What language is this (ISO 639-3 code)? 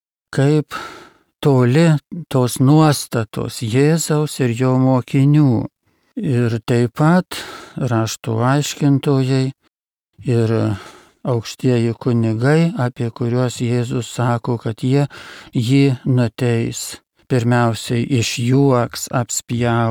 lit